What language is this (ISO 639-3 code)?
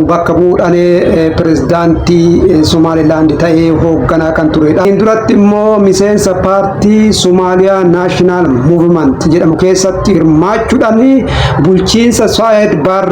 orm